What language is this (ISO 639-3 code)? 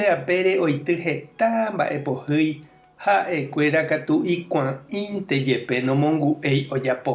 grn